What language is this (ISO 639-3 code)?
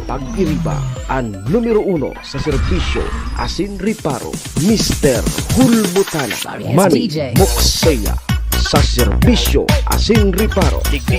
bik